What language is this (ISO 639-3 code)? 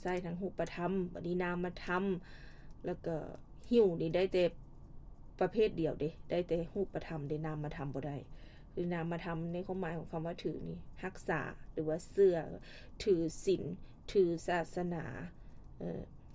lao